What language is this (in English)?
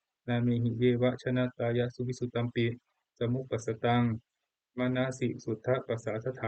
Pali